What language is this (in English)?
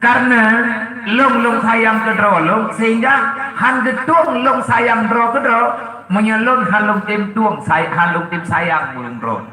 Achinese